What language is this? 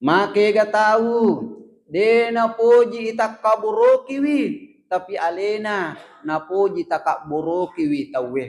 Buginese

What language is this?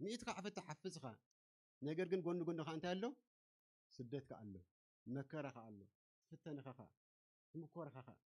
Tigrinya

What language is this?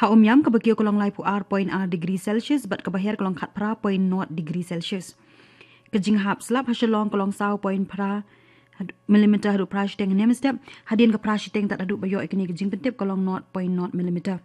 Khasi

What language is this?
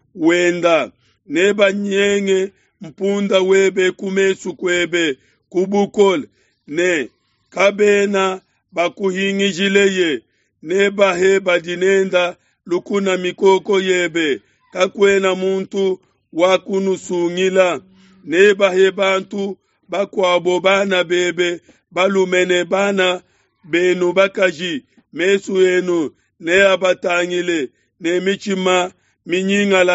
Luba-Lulua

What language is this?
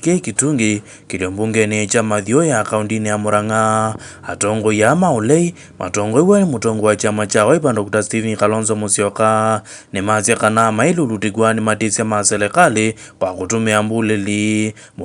Kamba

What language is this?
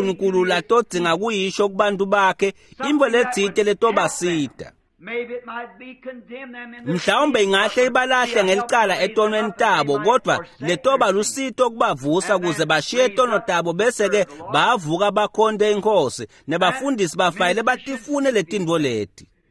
Swati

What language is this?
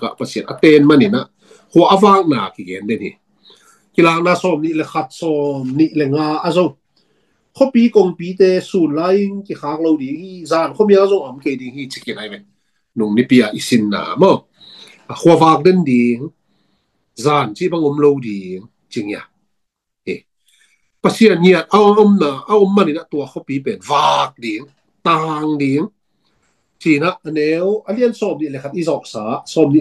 Tedim Chin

